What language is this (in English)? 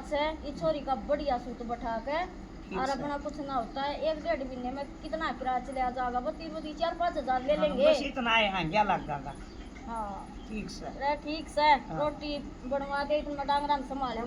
Haryanvi